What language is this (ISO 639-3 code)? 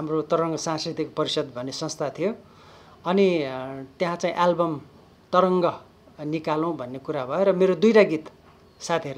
nep